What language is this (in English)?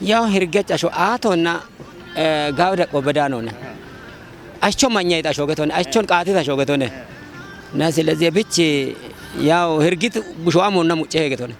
Kafa